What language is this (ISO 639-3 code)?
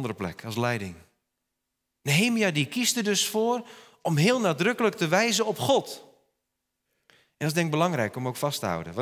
nld